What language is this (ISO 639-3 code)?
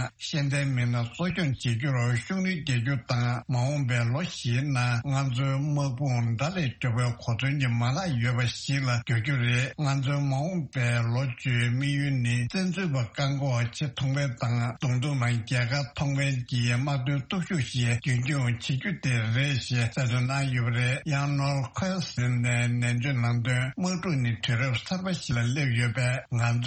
bod